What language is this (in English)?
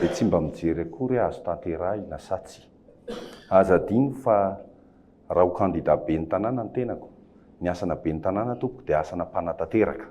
Malagasy